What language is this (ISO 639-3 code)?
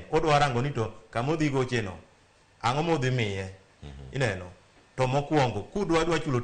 luo